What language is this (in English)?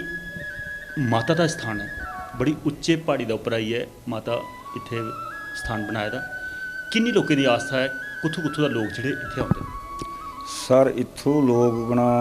Dogri